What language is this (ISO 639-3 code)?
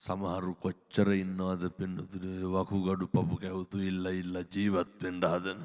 sin